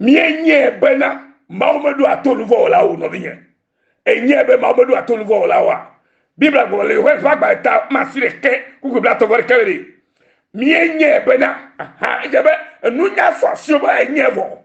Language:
Ewe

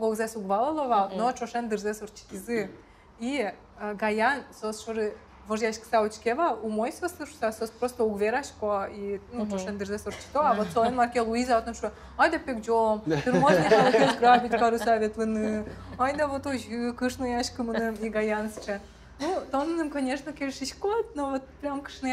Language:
Udmurt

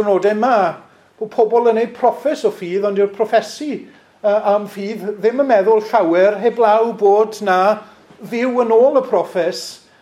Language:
Welsh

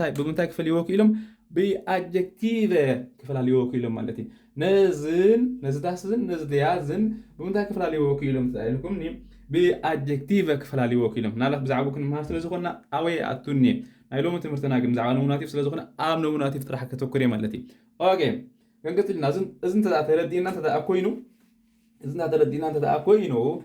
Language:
Tigrinya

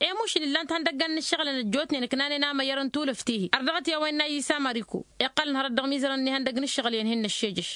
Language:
Tamasheq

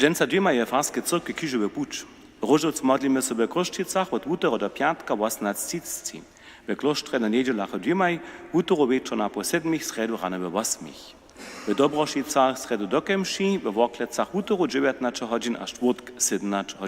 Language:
Upper Sorbian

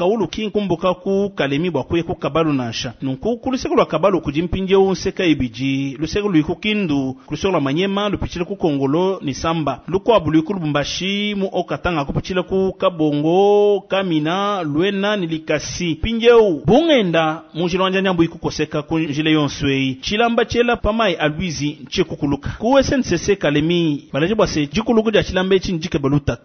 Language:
Luba-Lulua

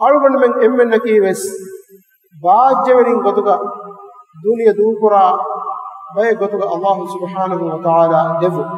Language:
Divehi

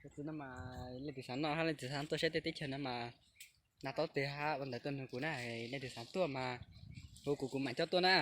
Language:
Hmong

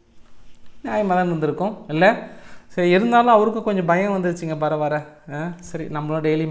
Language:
Tamil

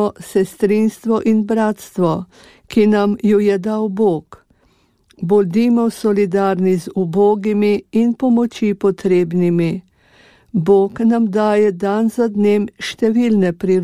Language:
Slovenian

